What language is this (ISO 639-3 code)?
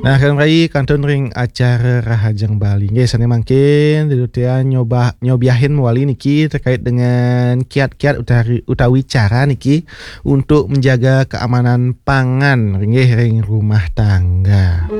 ban